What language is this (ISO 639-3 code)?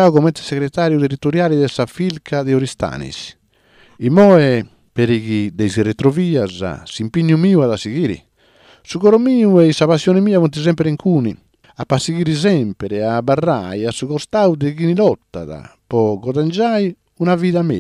srd